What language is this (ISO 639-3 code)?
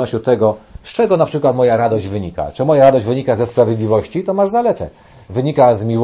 pol